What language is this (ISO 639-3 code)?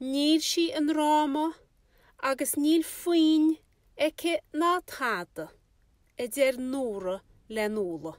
gle